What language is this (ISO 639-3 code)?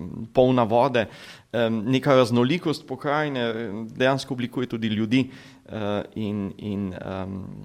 slv